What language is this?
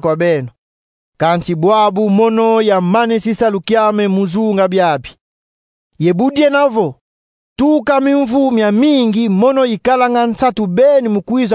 Kongo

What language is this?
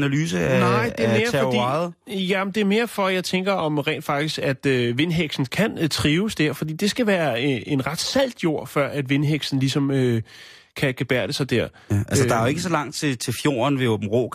Danish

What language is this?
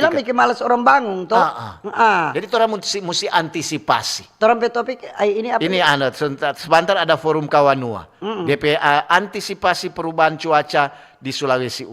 Manado Malay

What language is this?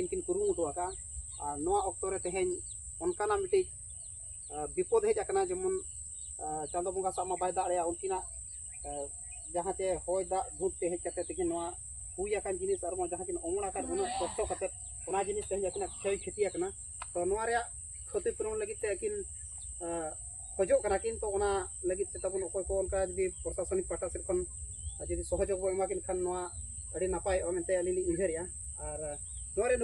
Santali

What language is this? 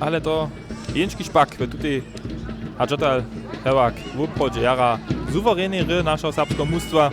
Upper Sorbian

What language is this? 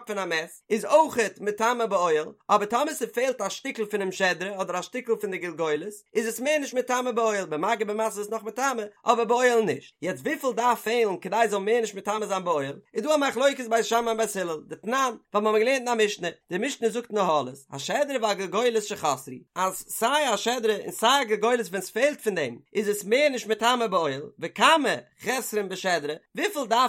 Yiddish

